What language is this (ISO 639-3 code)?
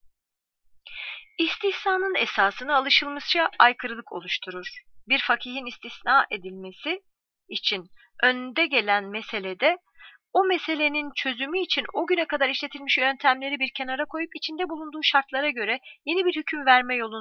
tur